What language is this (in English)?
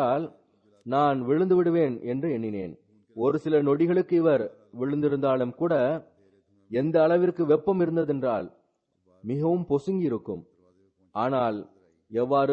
Tamil